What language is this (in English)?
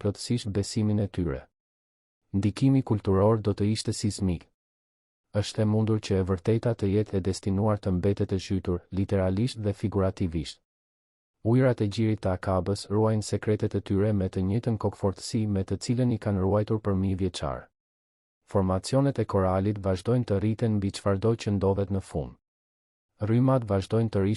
Albanian